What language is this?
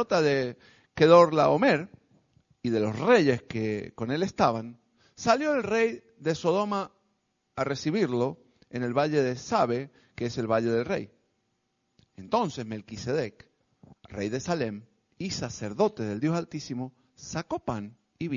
Spanish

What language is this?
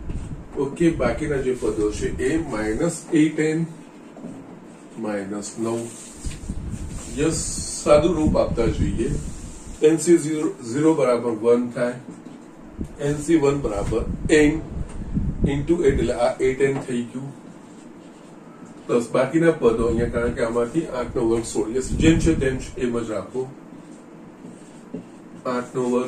Gujarati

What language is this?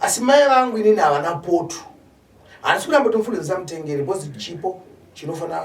Shona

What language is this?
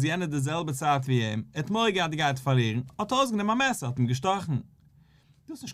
Yiddish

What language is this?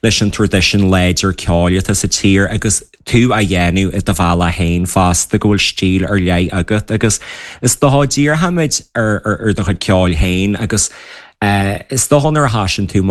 Irish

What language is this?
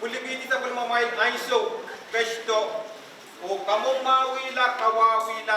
Pohnpeian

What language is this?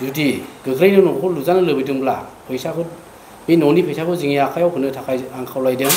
Bodo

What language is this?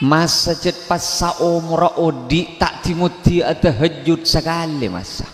Madurese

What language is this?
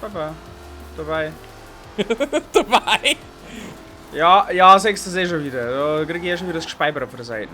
Bavarian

